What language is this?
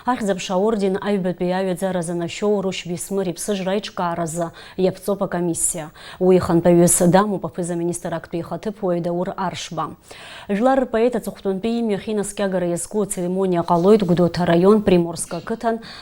Abkhazian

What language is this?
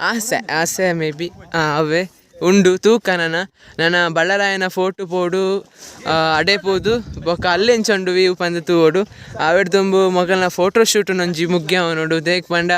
Tulu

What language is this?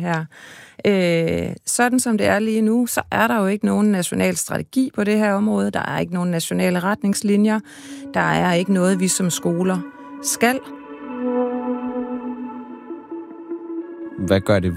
Danish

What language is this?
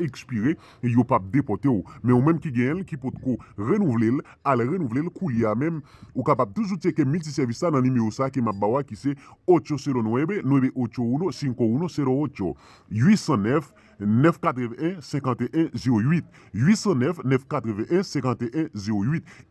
Haitian Creole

